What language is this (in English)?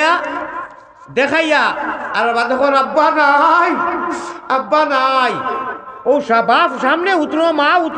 Sylheti